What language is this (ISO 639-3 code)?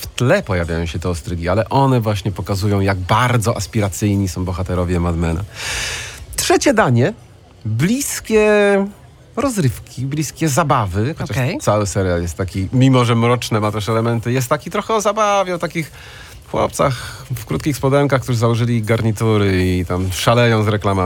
pol